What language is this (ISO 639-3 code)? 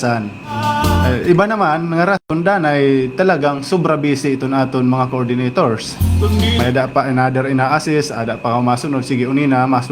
war